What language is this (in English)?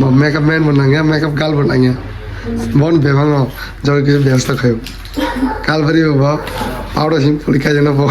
Kok Borok